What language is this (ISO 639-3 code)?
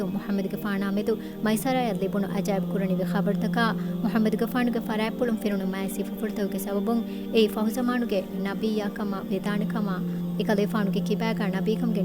div